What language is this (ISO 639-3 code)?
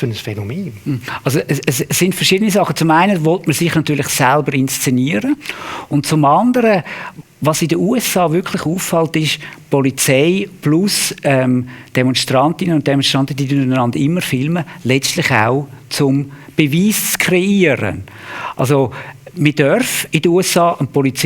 gsw